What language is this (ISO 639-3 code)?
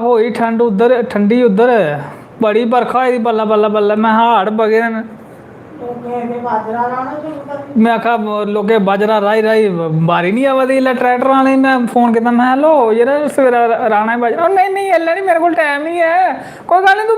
doi